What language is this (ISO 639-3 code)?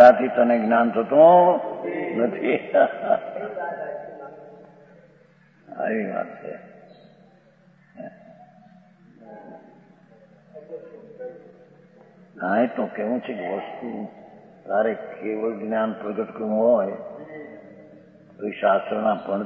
guj